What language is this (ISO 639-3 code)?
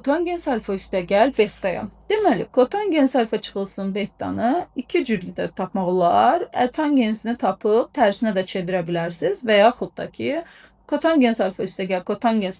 aze